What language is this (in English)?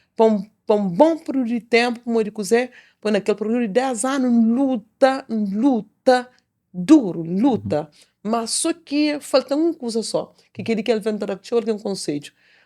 Kabuverdianu